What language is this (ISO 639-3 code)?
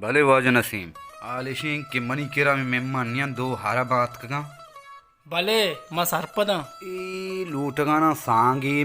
bal